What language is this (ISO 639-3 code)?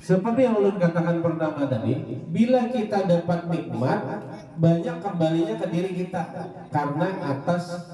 bjn